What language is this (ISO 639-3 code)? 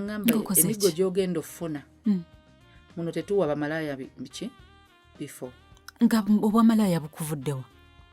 lug